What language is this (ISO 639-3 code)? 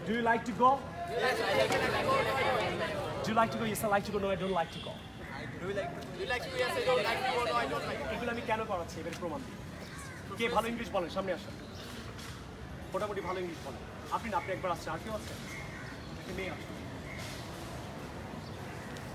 ben